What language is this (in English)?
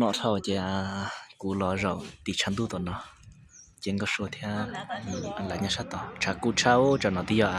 Hmong